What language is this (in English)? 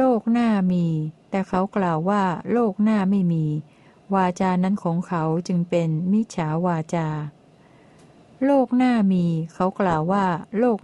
Thai